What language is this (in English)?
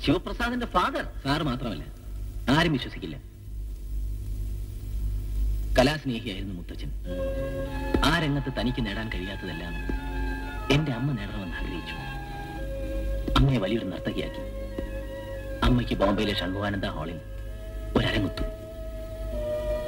Malayalam